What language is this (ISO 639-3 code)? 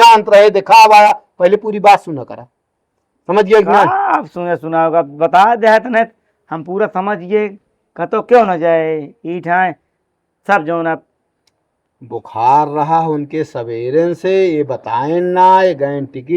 awa